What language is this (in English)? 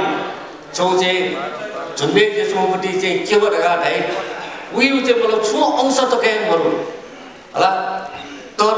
Newari